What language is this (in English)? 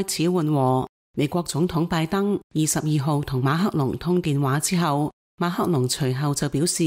Cantonese